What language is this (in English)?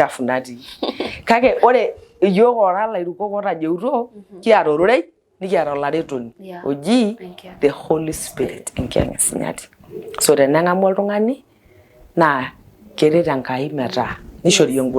Masai